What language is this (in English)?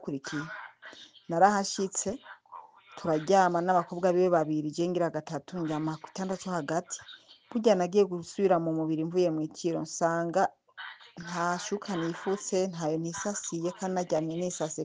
Rundi